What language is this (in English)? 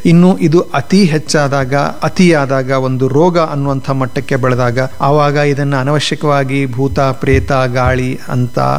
Kannada